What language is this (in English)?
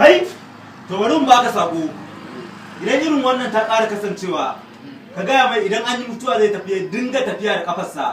Hausa